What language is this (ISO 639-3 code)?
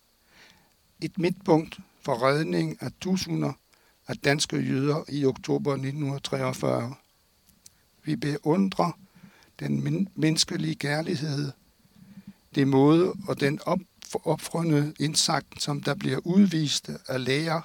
dan